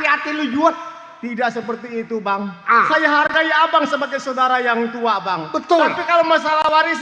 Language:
Betawi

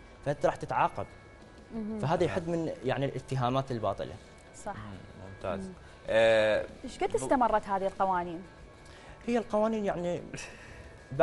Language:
Mesopotamian Arabic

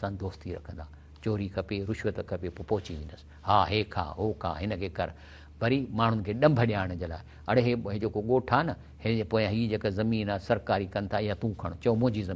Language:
Sindhi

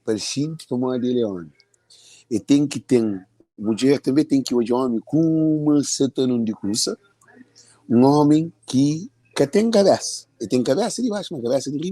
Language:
Kabuverdianu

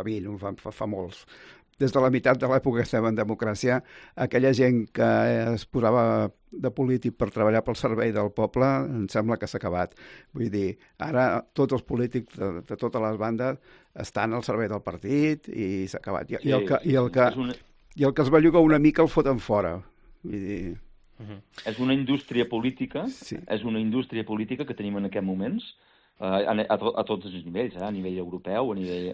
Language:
Catalan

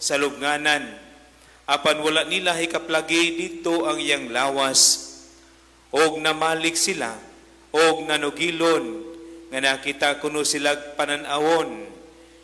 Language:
Cebuano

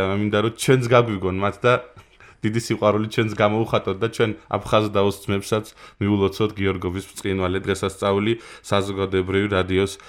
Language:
Georgian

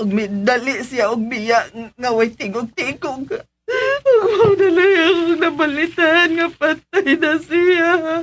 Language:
Cebuano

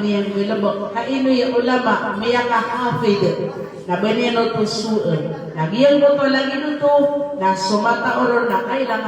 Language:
Maranao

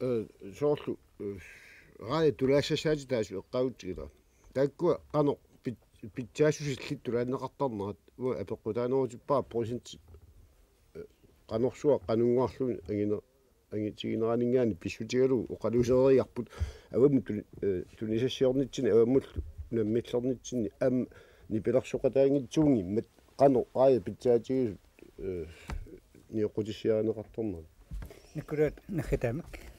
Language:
Kalaallisut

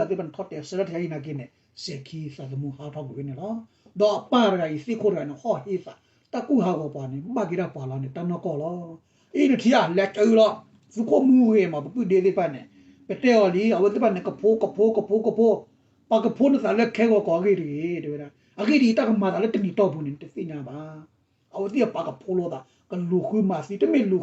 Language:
S'gaw Karen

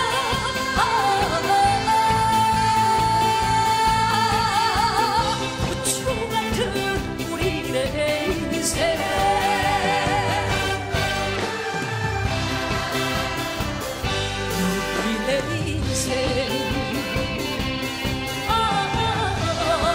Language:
Korean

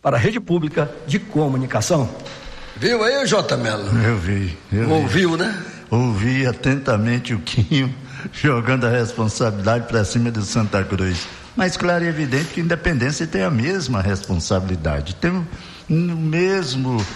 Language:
Portuguese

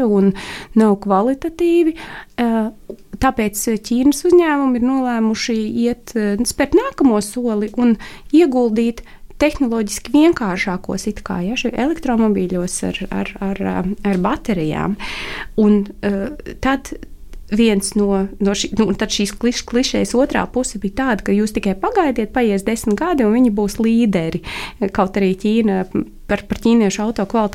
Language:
Latvian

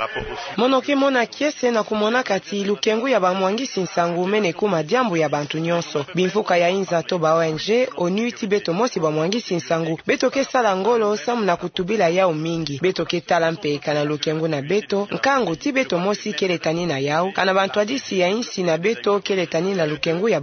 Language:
Kituba (Democratic Republic of Congo)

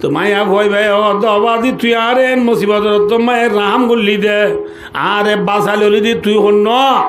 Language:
Rohingya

